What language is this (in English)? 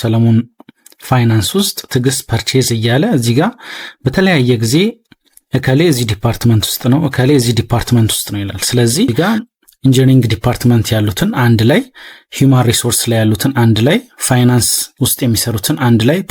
Amharic